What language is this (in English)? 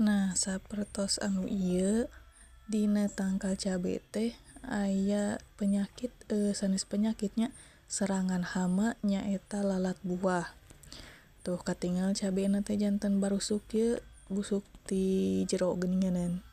Sundanese